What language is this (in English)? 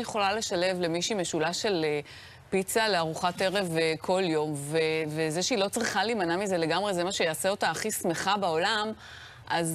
Hebrew